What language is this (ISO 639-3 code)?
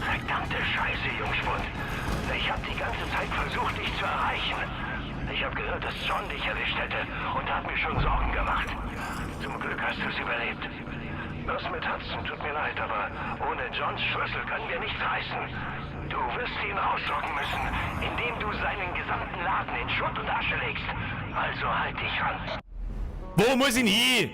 bar